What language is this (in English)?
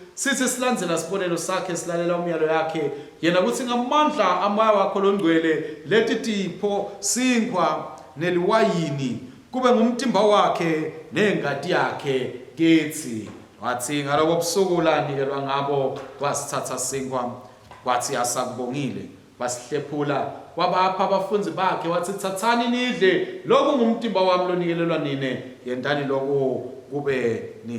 Swati